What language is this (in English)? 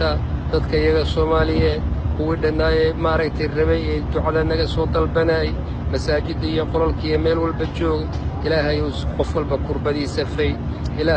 Somali